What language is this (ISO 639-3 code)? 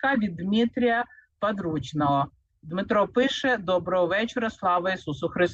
ukr